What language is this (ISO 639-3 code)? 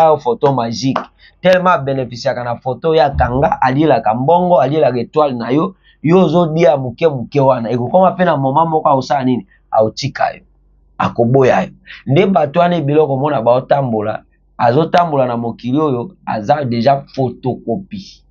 lin